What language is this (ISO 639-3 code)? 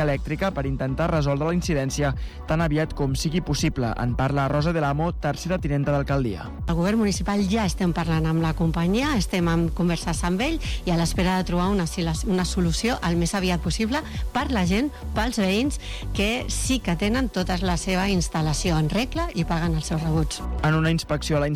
cat